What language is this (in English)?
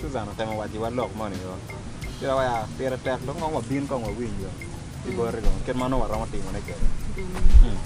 Acoli